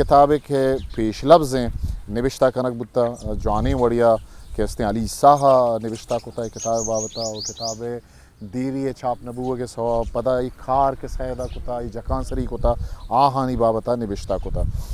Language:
Eastern Balochi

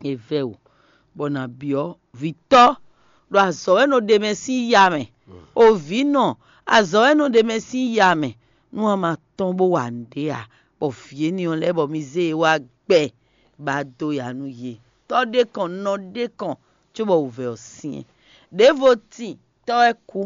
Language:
Fon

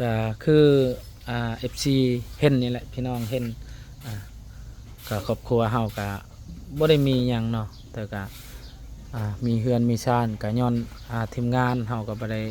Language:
Lao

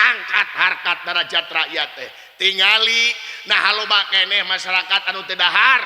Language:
Sundanese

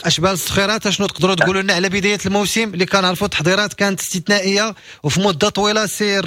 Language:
Moroccan Arabic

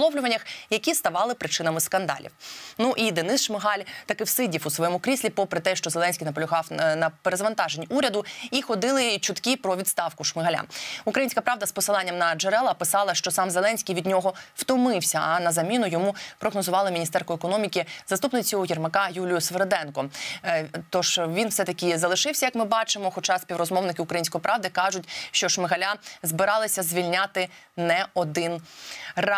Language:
Ukrainian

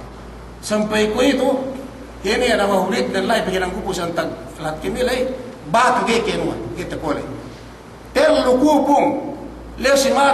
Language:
Yakan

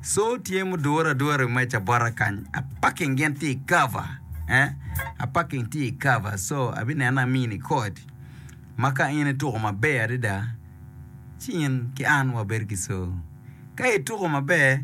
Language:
Acoli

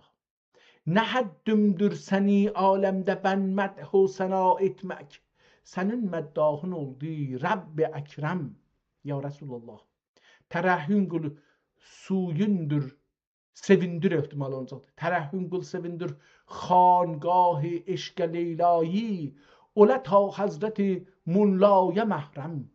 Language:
South Azerbaijani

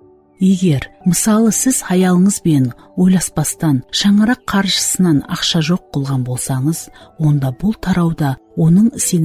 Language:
Kara-Kalpak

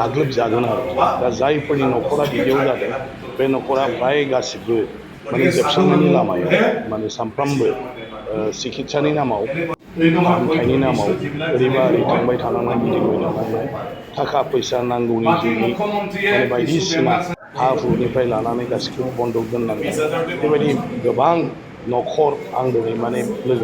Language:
Bodo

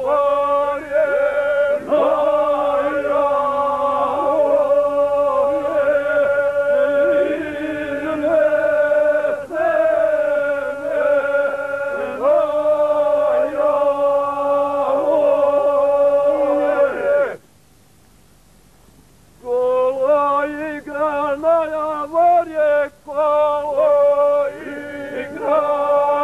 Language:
Serbian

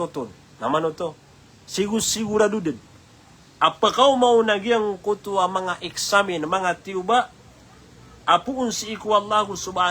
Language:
Maranao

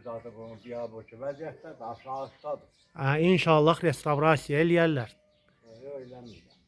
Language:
Azerbaijani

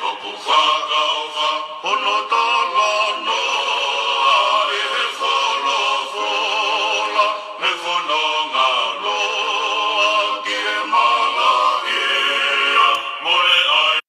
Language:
Tongan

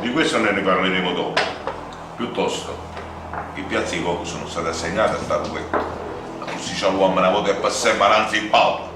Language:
Neapolitan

